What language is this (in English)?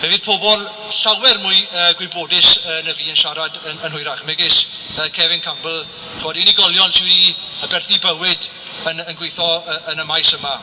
Welsh